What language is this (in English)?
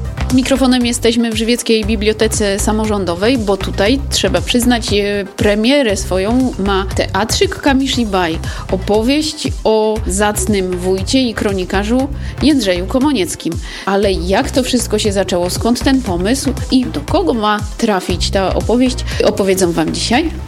Polish